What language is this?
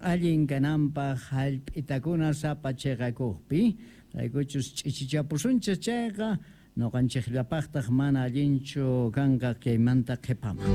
South Bolivian Quechua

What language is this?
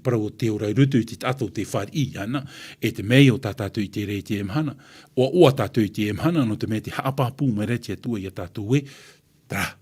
Tahitian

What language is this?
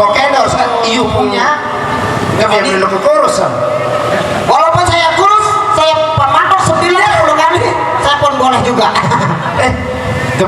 Sasak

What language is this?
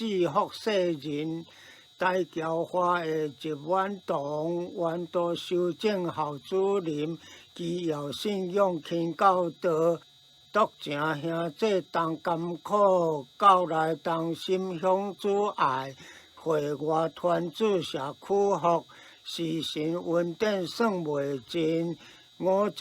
Min Nan Chinese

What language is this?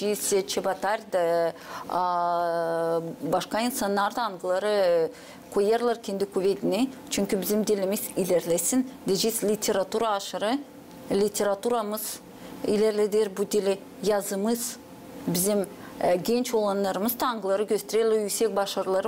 Gagauz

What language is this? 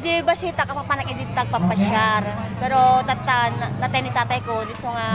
Iloko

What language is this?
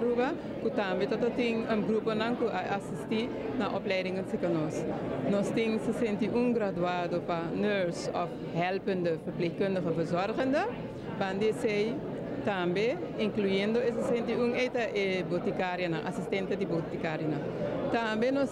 Papiamento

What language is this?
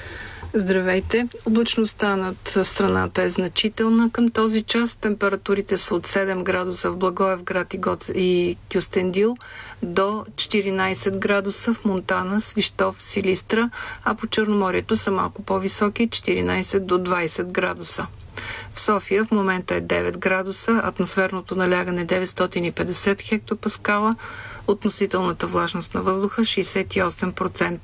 Bulgarian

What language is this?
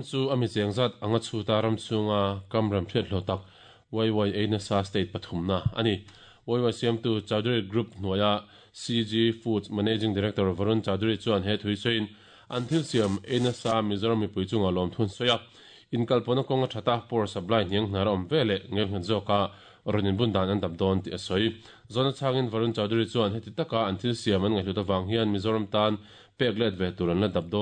Mizo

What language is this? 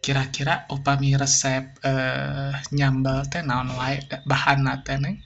Sundanese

